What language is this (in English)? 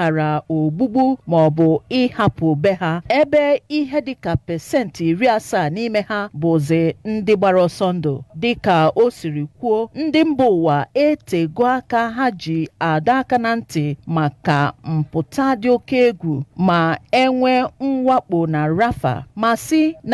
Igbo